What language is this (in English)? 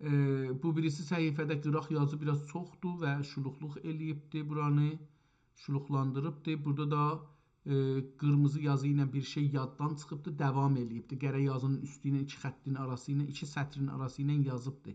South Azerbaijani